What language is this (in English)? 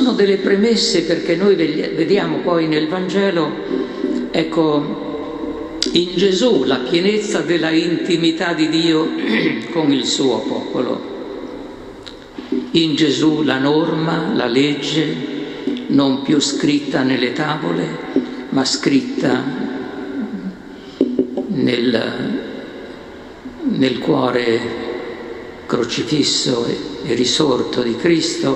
Italian